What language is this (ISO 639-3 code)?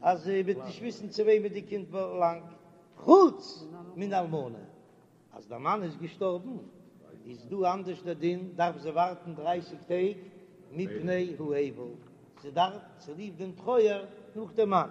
yid